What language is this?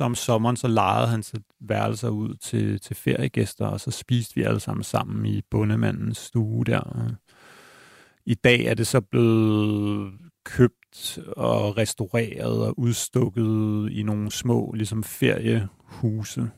Danish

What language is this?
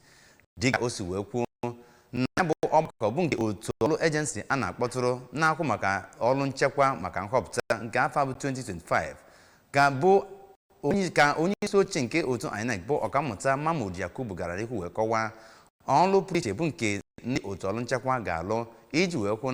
Igbo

